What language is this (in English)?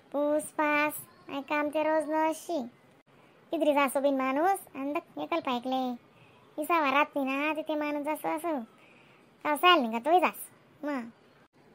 Khandesi